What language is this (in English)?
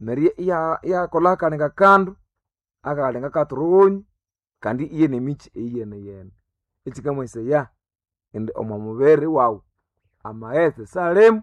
Nande